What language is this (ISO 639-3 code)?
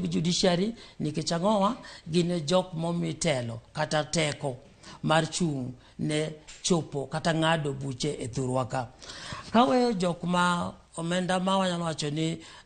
luo